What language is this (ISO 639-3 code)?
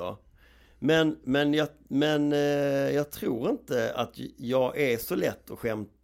swe